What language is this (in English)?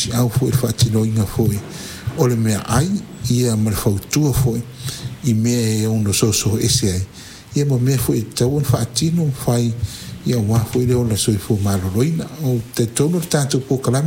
Samoan